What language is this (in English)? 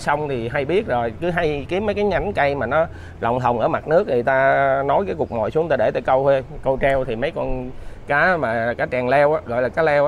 Vietnamese